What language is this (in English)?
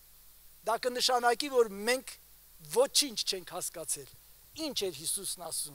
Armenian